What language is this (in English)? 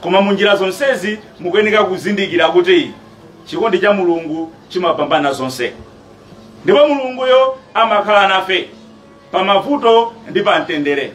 Nyanja